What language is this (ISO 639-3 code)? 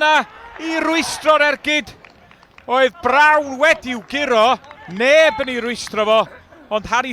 cym